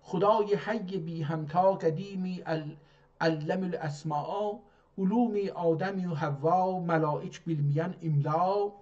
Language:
South Azerbaijani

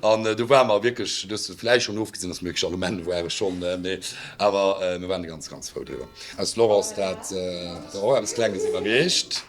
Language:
Luxembourgish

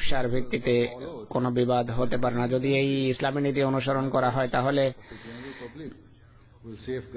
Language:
Bangla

